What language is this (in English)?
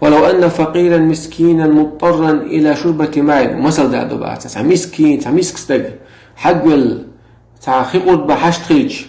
Chechen